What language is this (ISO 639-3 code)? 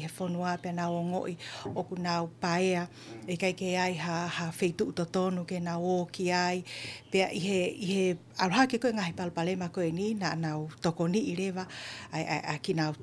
ton